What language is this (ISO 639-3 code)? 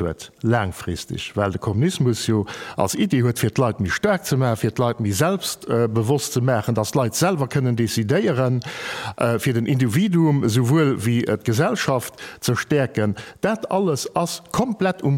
ltz